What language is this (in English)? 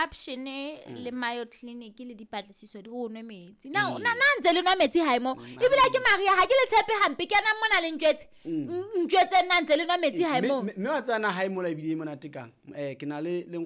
Southern Sotho